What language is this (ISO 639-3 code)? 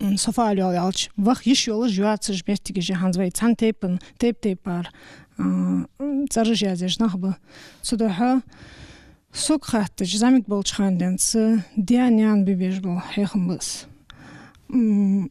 inh